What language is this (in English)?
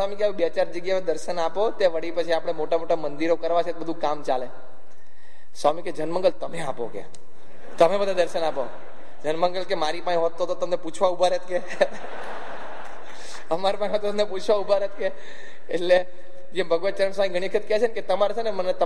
Gujarati